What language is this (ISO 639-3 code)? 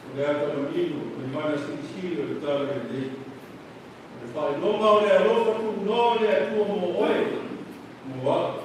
smo